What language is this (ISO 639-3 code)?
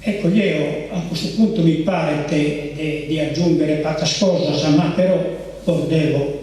srd